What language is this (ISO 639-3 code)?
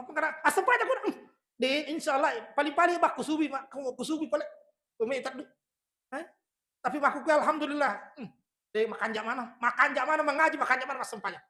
bug